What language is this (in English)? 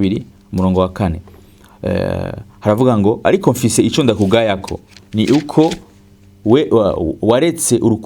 Rundi